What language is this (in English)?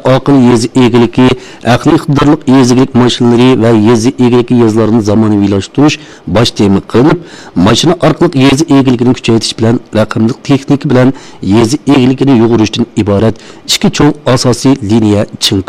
Uyghur